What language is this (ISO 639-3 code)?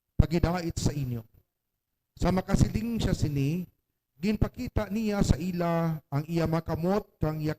hil